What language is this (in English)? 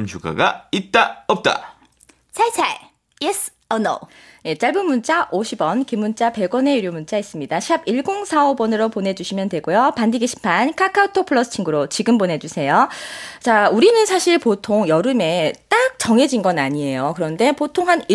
Korean